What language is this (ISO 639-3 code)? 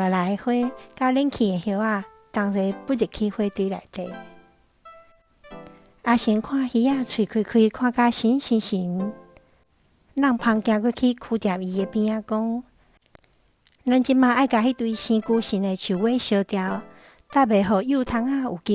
nan